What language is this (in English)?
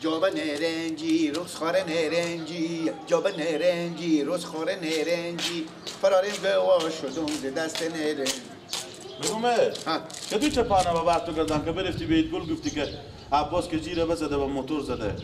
Persian